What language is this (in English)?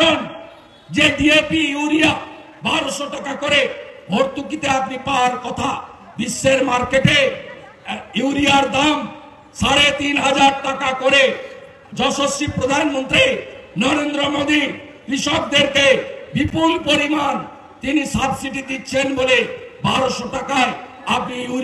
Bangla